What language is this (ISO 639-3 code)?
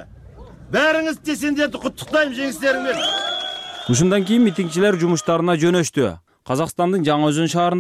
kir